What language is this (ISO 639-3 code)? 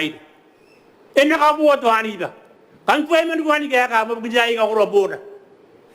gil